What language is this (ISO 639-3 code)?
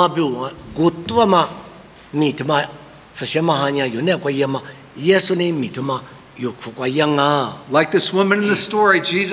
lis